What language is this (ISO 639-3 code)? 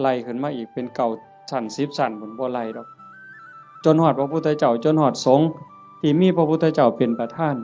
tts